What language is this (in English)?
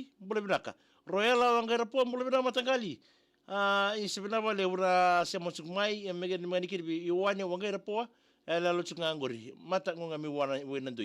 Fijian